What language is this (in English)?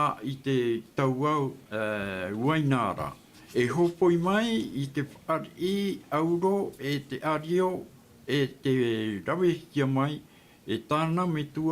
Tahitian